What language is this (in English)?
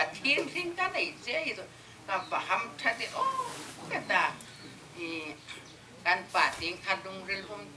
Hmar